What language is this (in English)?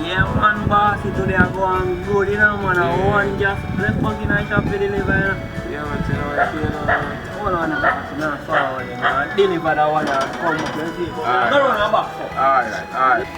Jamaican Creole English